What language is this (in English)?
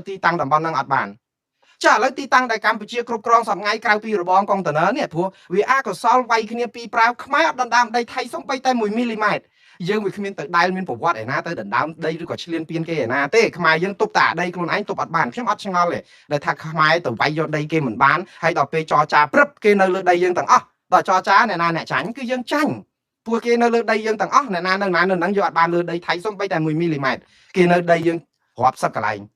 Khmer